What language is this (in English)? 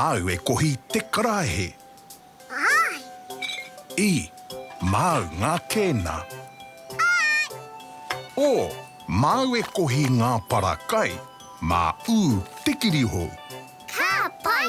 Māori